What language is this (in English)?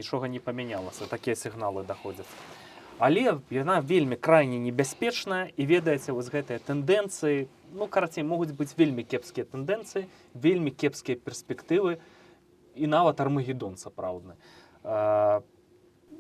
Belarusian